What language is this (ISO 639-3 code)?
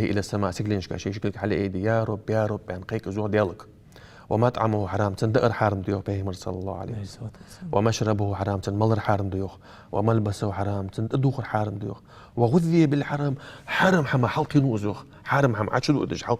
inh